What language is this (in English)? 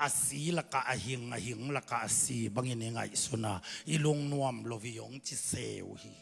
Tedim Chin